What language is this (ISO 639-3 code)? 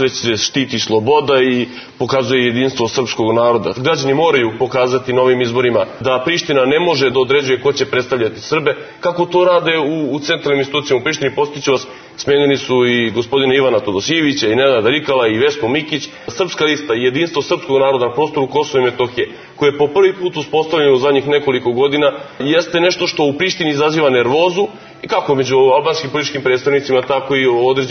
srp